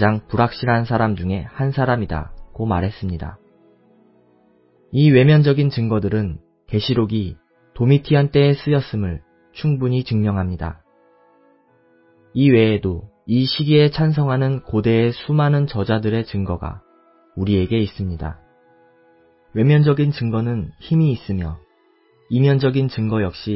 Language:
Korean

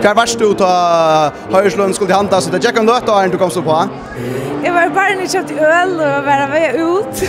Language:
Faroese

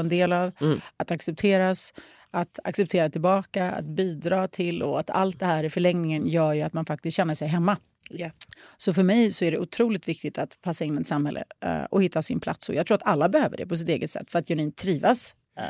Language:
Swedish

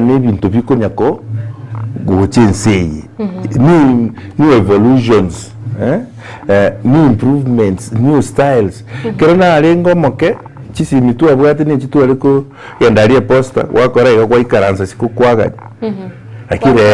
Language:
Gusii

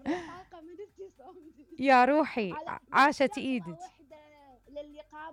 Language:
Mesopotamian Arabic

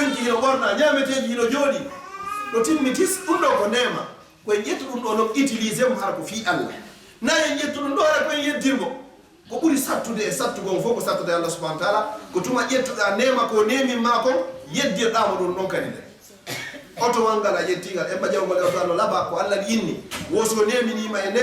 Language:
Fula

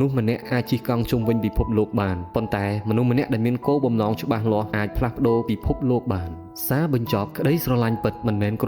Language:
Khmer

